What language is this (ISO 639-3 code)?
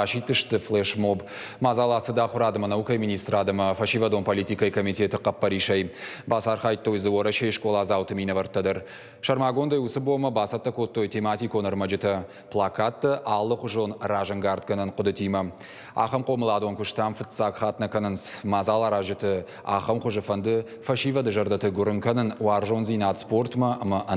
oss